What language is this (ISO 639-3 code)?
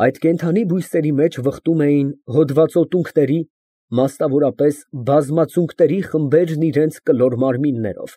hye